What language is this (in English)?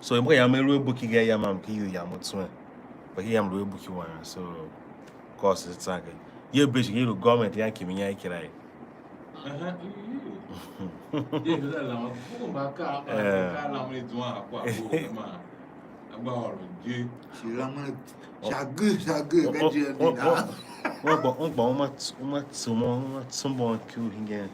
Tiv